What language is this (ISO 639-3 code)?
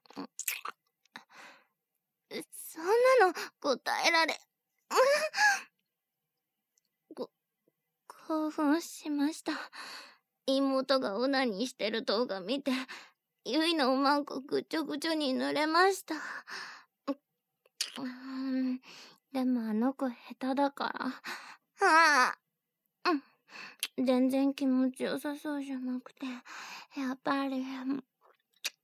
jpn